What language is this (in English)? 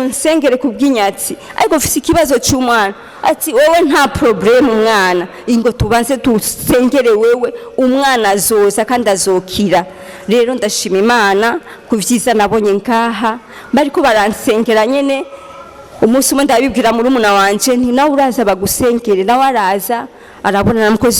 Rundi